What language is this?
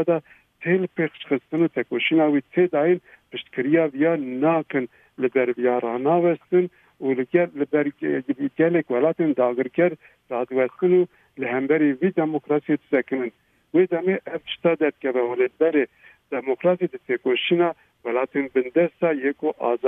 Kurdish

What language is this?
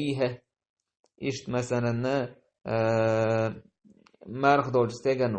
Chechen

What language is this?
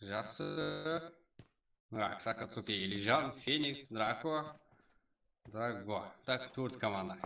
Kara-Kalpak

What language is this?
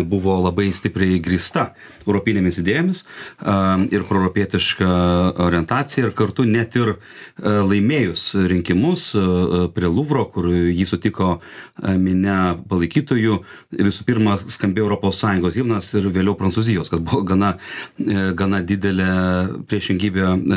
Lithuanian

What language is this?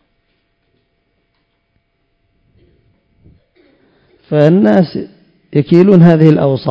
Arabic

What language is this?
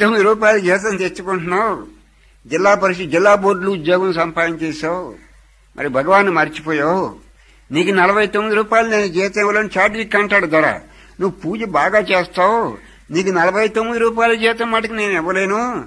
Telugu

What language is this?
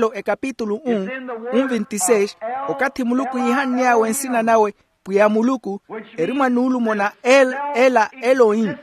Makhuwa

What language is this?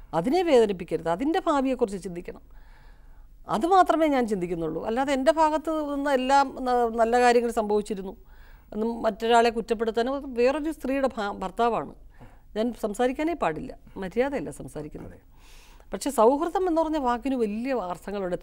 Malayalam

